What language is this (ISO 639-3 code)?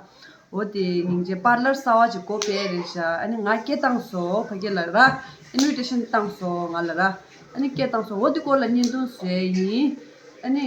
bod